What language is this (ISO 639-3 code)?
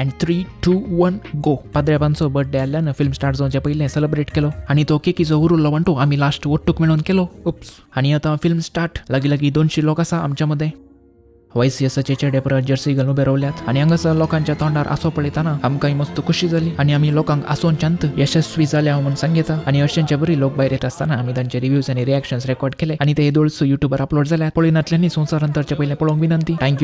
kok